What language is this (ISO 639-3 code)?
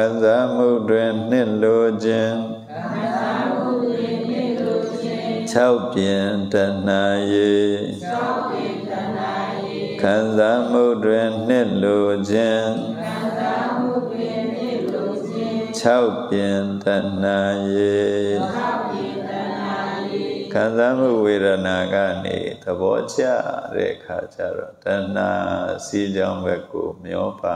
mya